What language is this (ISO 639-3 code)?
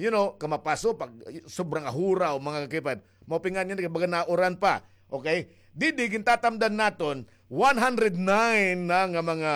war